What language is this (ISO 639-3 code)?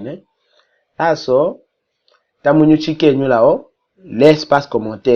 tll